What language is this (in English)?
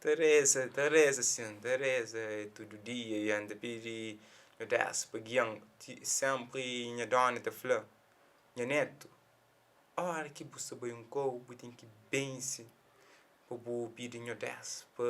Kabuverdianu